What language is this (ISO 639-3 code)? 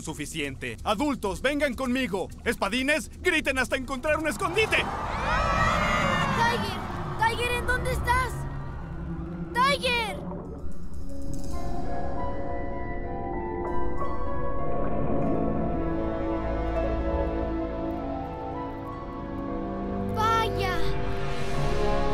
spa